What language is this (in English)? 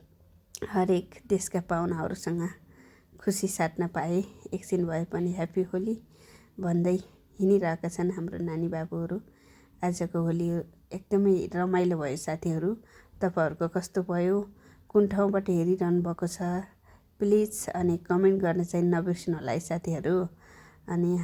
Nepali